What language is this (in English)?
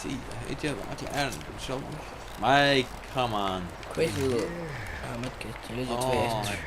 Faroese